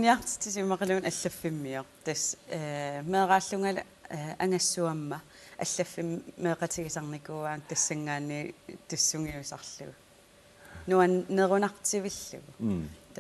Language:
Kalaallisut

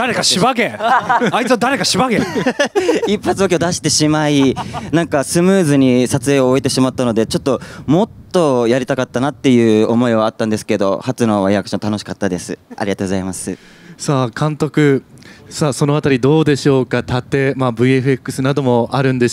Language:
Japanese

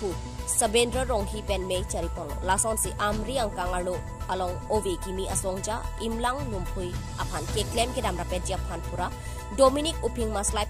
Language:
Karbi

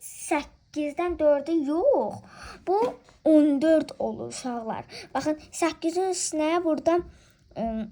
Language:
Azerbaijani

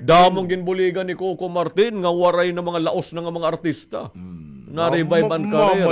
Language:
Waray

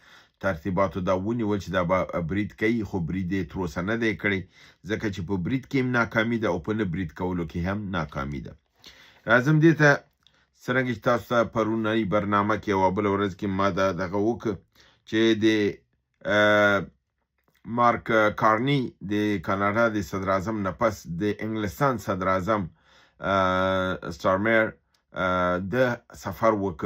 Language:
Pashto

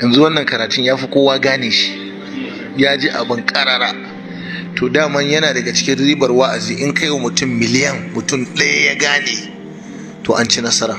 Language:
Hausa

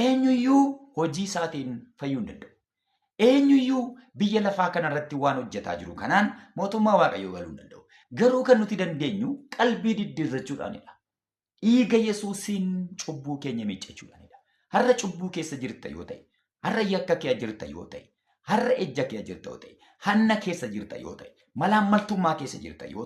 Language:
Oromo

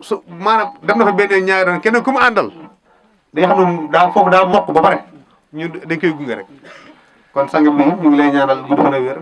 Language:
Wolof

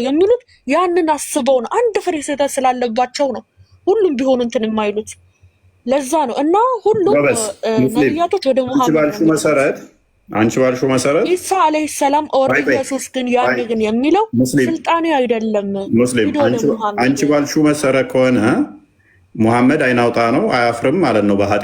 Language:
Amharic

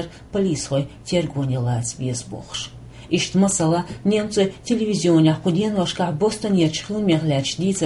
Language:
Chechen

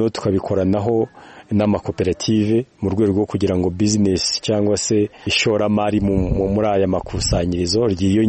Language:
Kinyarwanda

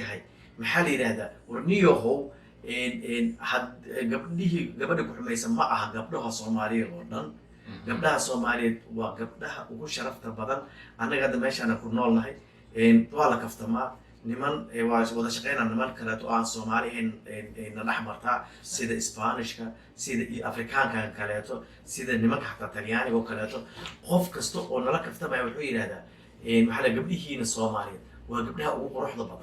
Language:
Somali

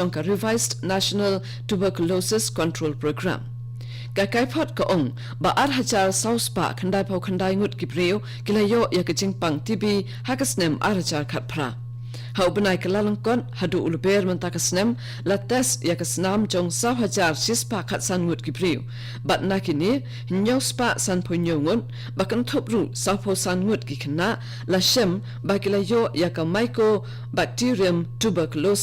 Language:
Khasi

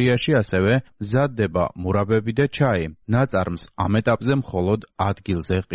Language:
Georgian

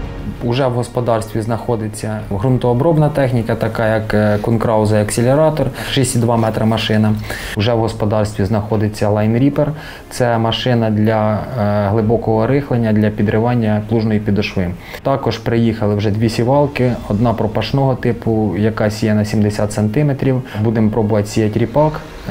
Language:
Ukrainian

